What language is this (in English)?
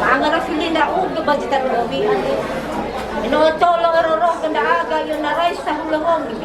Nias